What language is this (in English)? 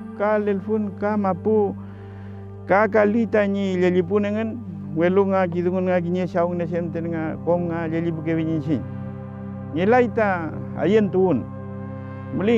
Mapuche